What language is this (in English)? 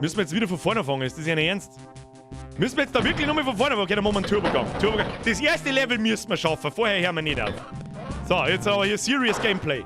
Bavarian